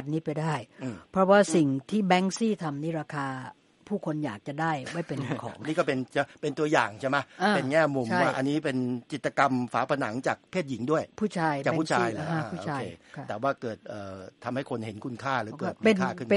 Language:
Thai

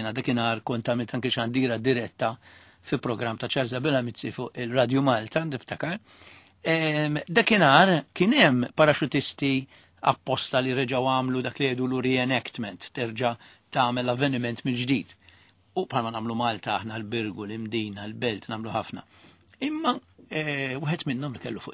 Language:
Maltese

